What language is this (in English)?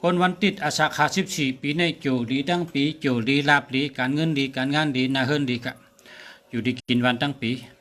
Shan